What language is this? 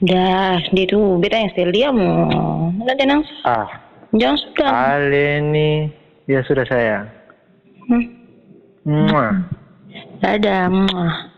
Ambonese Malay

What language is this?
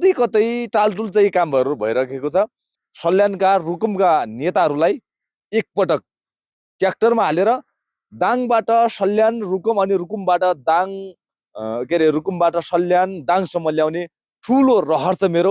Nepali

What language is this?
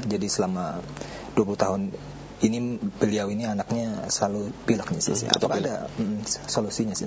Indonesian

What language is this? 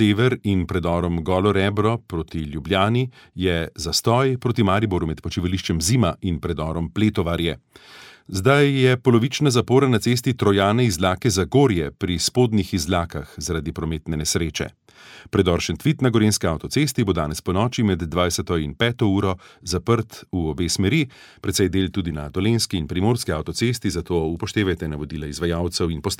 Slovenian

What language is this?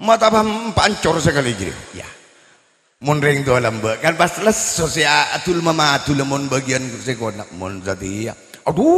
Madurese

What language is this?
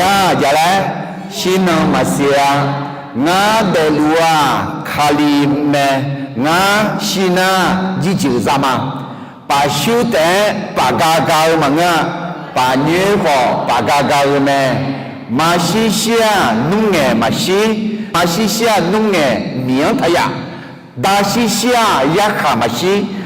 Akha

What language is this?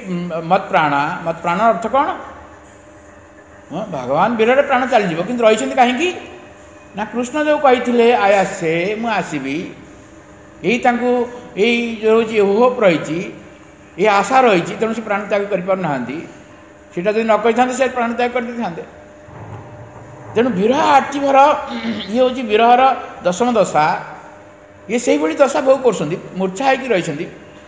Odia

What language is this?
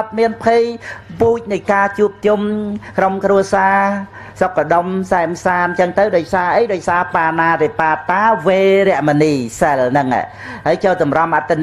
Khmer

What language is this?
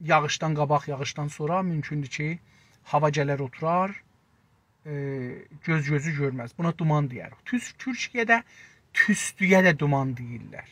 South Azerbaijani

